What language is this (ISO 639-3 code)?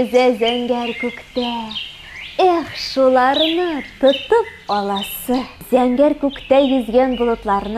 tat